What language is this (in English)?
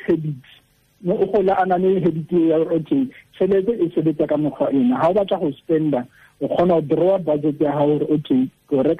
Tswana